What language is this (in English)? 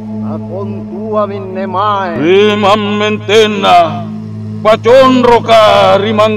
Makasar